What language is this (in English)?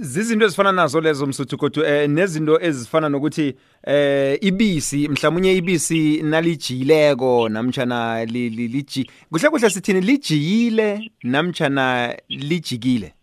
South Ndebele